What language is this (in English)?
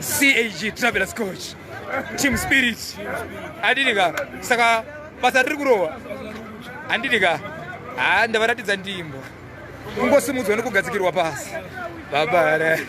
Shona